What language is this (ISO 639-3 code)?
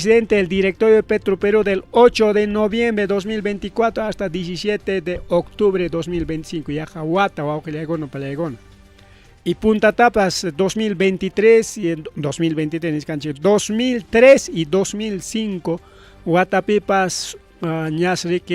quy